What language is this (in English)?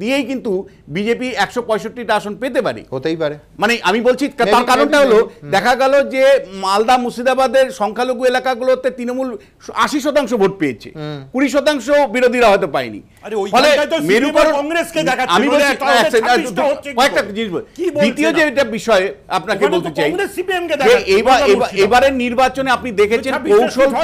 Bangla